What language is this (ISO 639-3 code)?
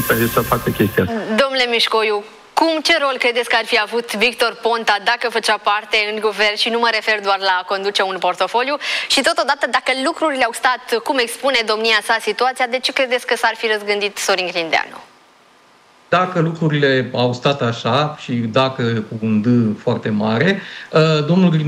ron